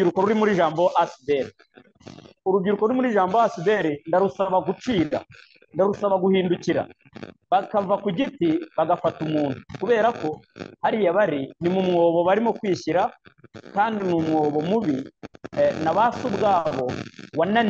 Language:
Kinyarwanda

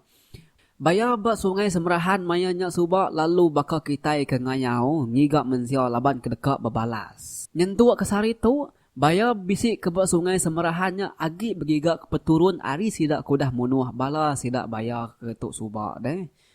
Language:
Iban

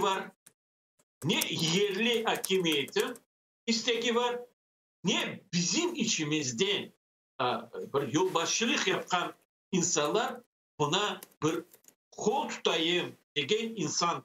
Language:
Crimean Tatar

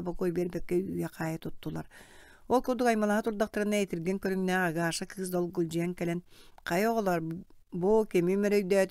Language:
Yakut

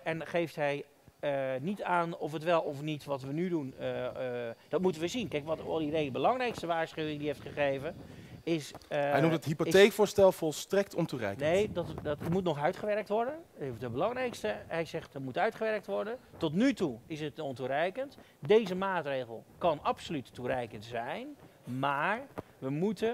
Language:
Dutch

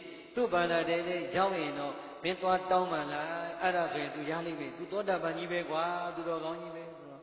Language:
Burmese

